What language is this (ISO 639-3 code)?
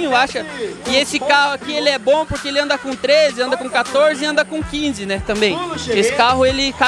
por